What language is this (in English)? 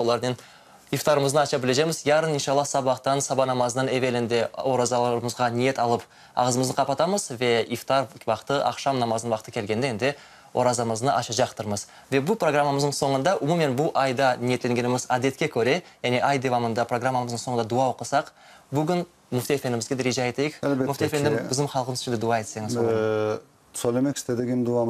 Crimean Tatar